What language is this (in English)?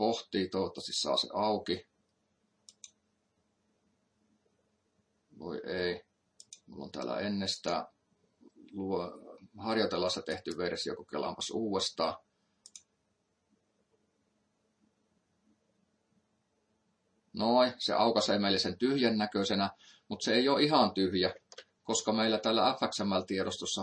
Finnish